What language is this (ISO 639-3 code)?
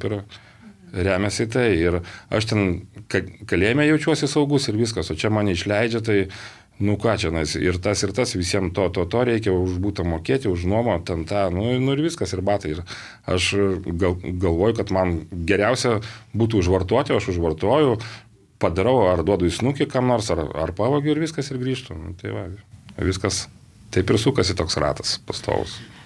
lit